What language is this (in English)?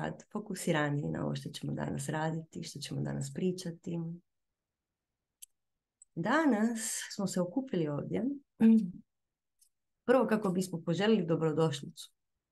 Croatian